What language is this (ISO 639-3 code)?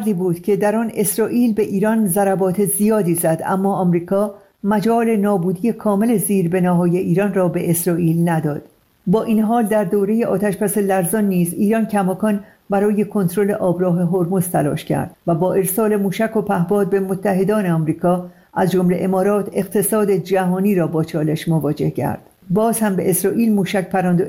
fas